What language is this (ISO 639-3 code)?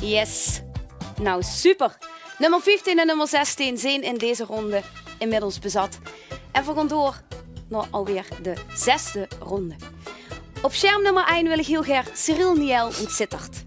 lim